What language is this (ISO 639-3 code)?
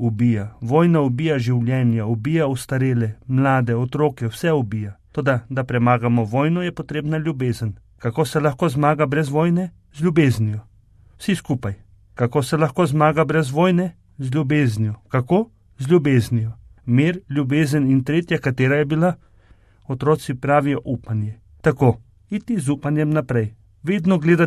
slv